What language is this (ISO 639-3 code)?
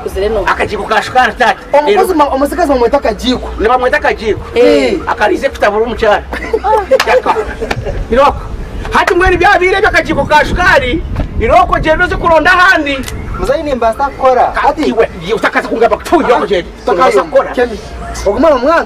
nyn